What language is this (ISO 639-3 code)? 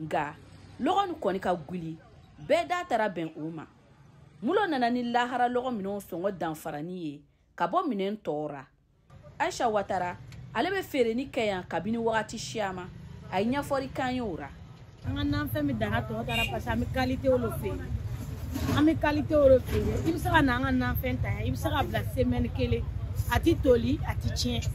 bam